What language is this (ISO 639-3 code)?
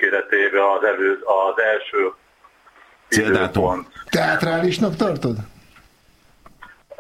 hun